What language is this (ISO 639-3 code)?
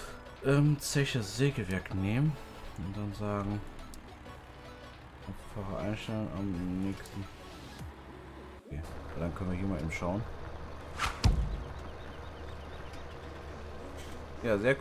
deu